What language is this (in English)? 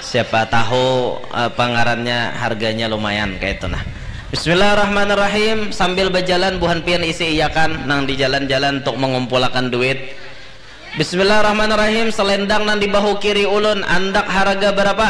Banjar